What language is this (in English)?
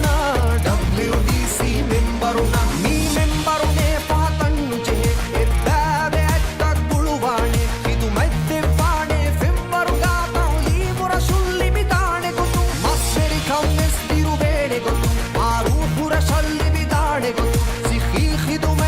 Divehi